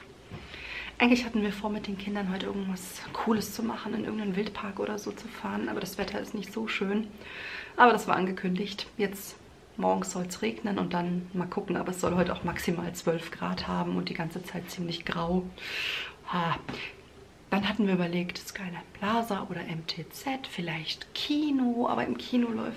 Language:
German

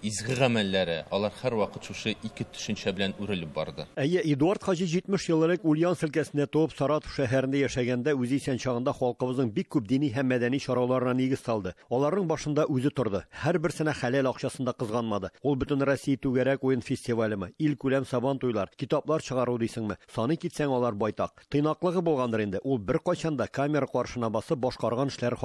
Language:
Tatar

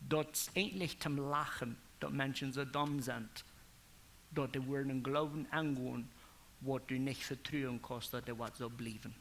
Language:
Plautdietsch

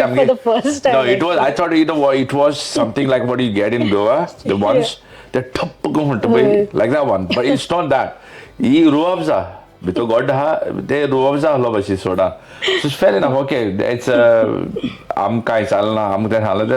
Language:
Konkani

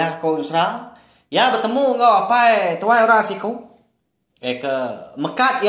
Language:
Iban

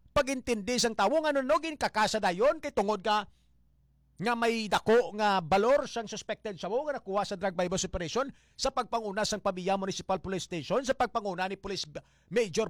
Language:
Hiligaynon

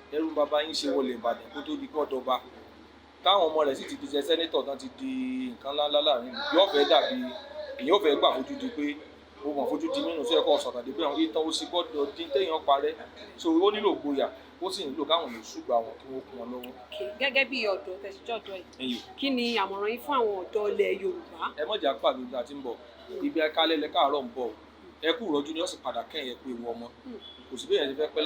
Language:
Yoruba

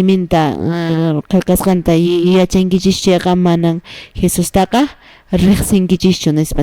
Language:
Quechua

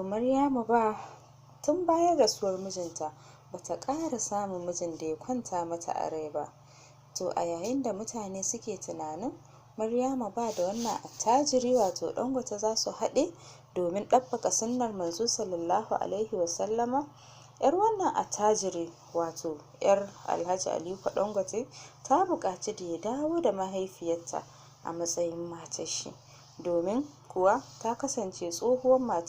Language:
Hausa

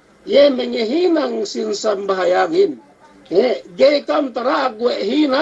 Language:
Yakan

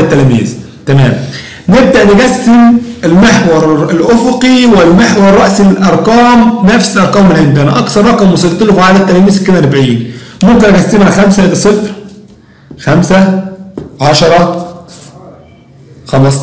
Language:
Egyptian Arabic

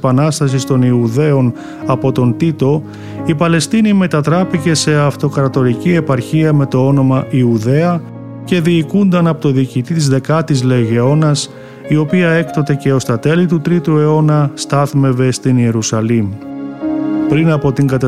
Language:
Greek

